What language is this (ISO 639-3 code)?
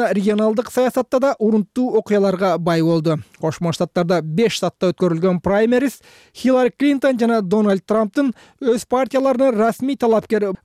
kir